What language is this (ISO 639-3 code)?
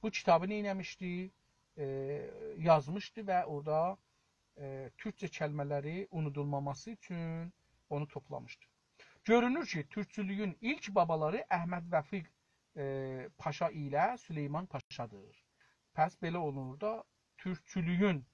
azb